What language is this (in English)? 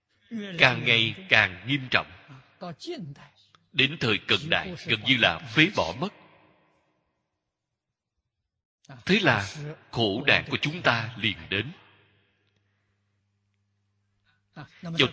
Vietnamese